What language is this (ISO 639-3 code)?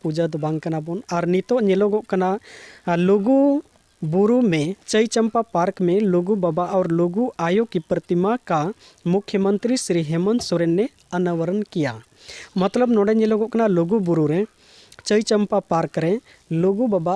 sat